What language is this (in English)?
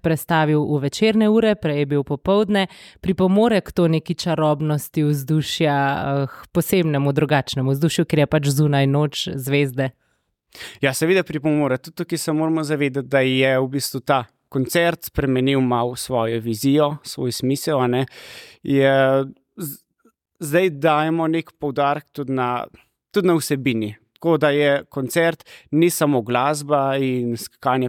Slovenian